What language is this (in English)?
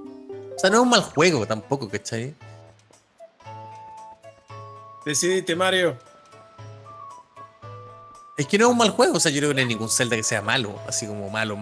Spanish